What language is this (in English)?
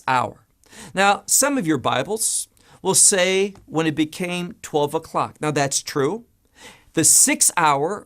English